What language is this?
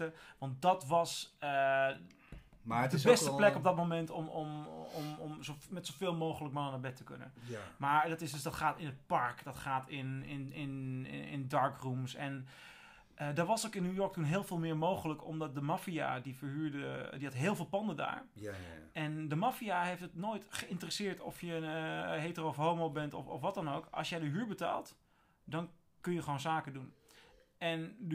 Dutch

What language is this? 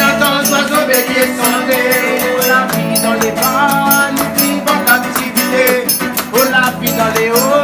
Réunion Creole French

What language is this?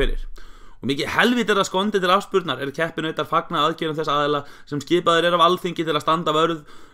Icelandic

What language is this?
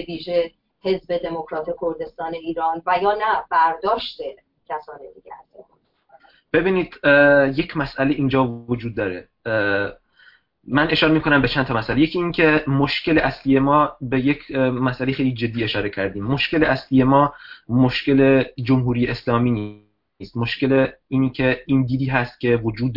Persian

